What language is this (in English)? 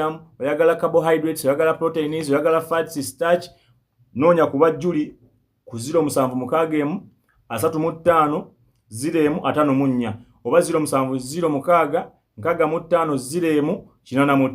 Ganda